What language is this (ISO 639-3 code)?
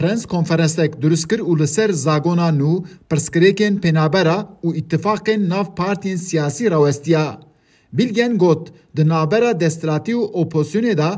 kur